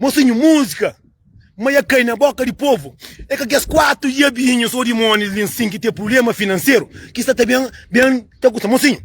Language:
Kabuverdianu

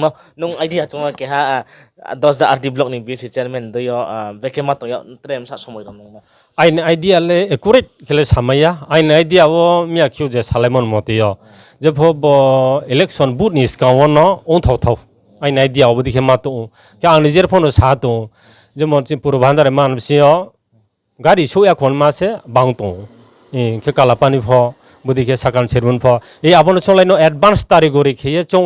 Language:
Riang (India)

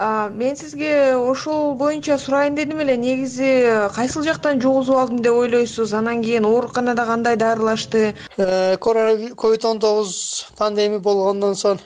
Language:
Kyrgyz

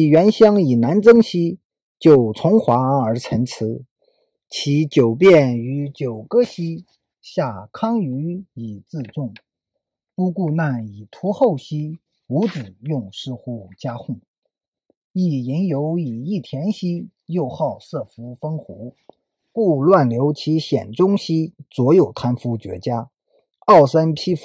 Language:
Chinese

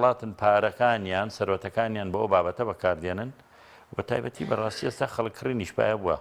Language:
Central Kurdish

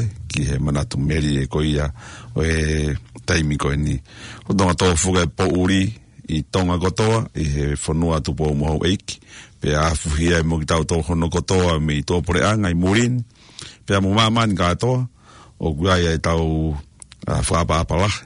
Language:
Tongan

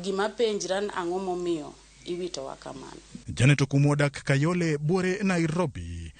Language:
Luo (Kenya and Tanzania)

